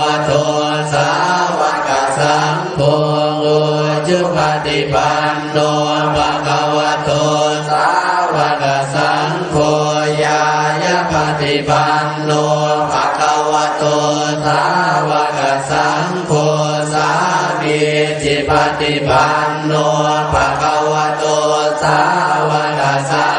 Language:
Pali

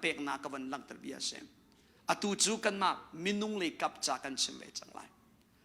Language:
Hakha Chin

